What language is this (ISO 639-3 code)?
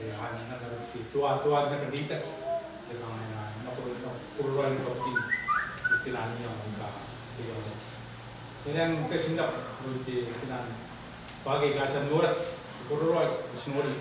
gil